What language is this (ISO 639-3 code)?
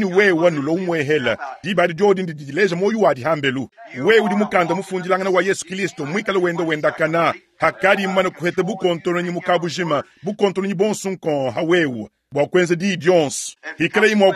lua